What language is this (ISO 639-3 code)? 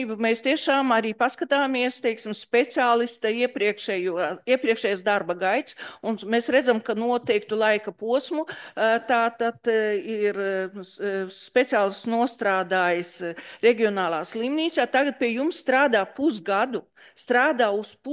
lav